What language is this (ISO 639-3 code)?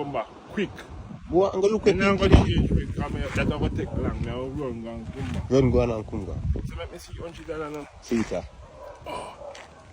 jam